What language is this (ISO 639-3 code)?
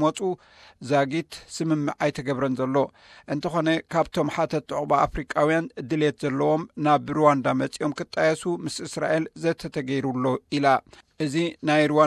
tir